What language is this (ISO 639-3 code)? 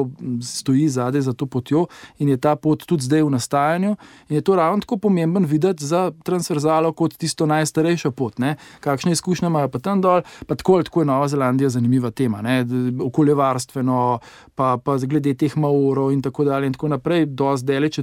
slv